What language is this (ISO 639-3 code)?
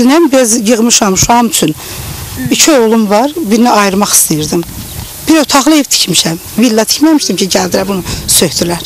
aze